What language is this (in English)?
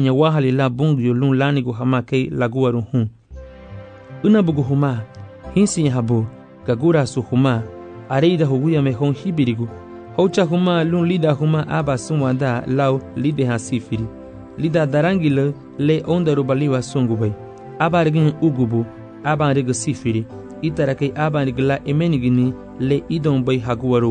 Garifuna